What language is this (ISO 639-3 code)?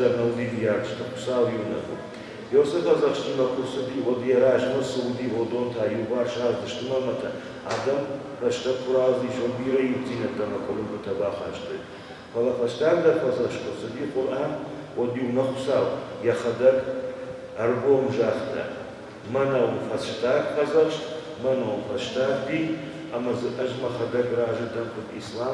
oss